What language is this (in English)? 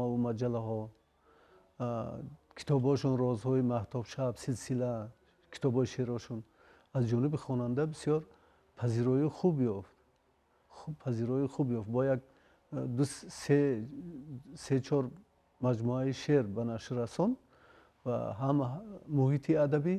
Tajik